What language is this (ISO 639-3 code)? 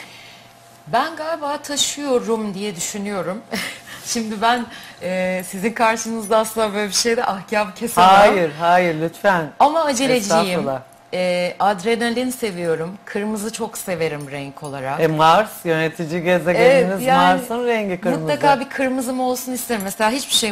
tur